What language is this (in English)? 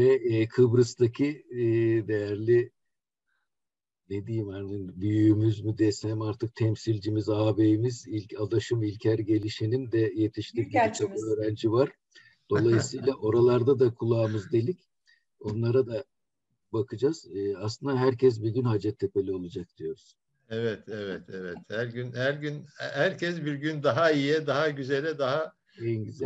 Turkish